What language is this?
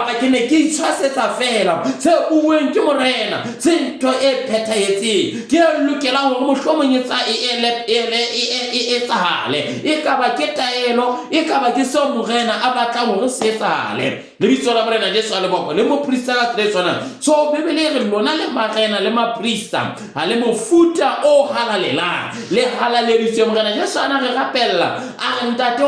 Southern Sotho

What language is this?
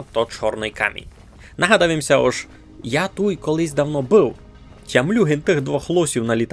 Rusyn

